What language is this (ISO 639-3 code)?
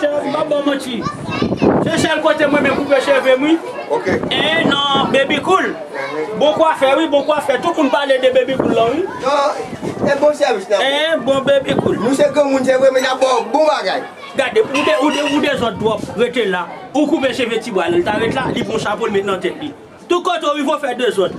hat